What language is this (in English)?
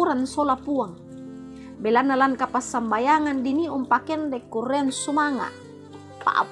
Toraja-Sa'dan